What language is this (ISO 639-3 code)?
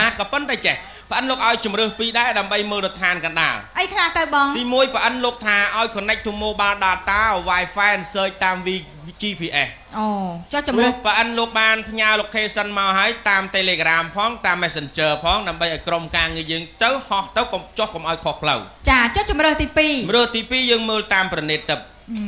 khm